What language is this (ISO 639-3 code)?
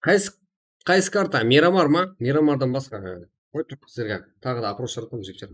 kaa